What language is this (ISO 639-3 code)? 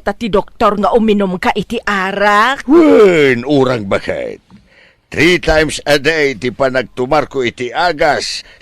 ilo